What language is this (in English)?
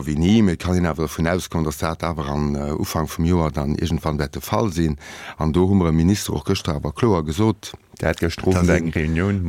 Luxembourgish